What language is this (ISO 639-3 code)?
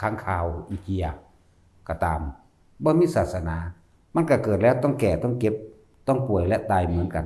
tts